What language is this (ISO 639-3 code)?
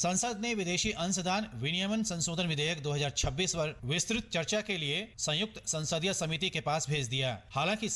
hin